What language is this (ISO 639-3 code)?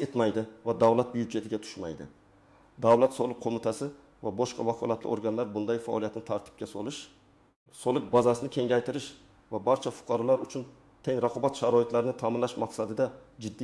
uzb